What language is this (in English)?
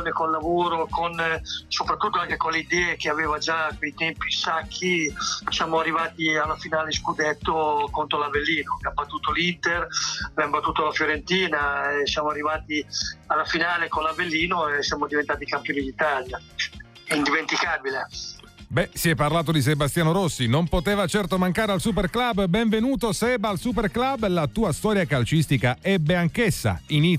Italian